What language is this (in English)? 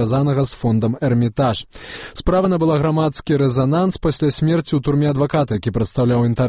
Belarusian